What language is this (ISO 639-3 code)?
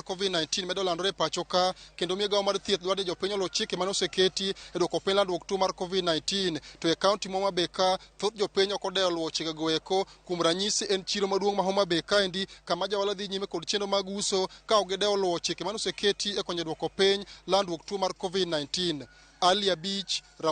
luo